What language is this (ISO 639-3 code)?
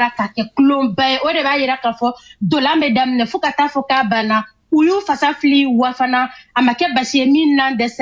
bam